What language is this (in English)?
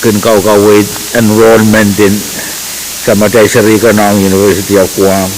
Pohnpeian